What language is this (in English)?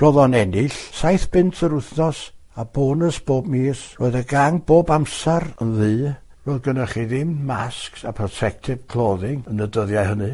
Welsh